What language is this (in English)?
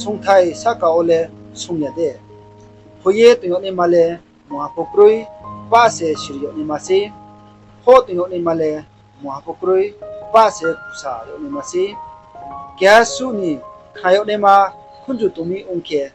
Riang (India)